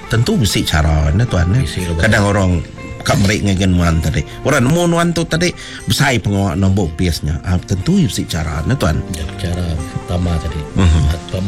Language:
Iban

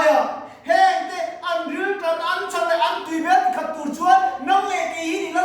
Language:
Mizo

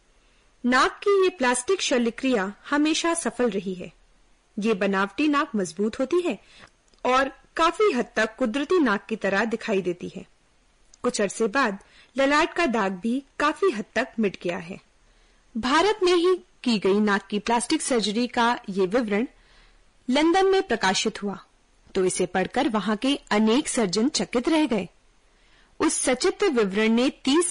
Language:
Hindi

